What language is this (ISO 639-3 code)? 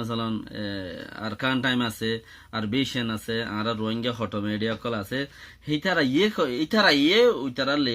rhg